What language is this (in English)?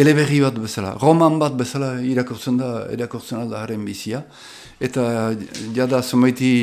Basque